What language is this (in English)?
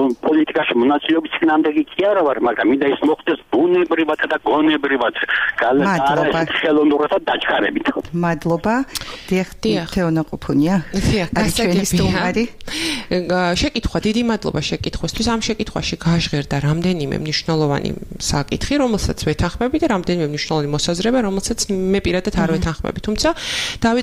Georgian